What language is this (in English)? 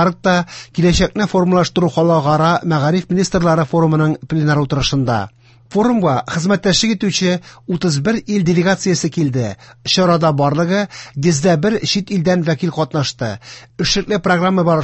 Tatar